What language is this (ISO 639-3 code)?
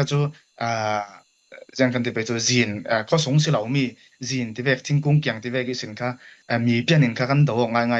cfm